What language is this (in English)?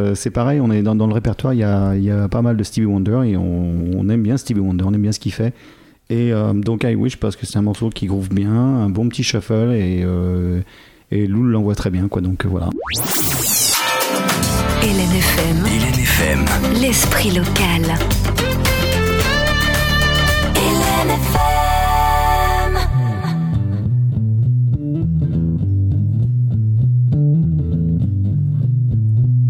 French